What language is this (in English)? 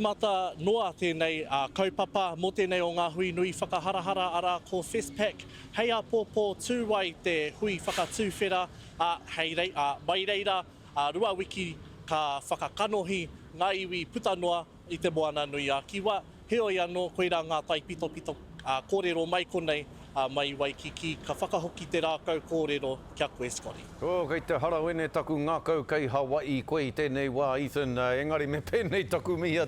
Māori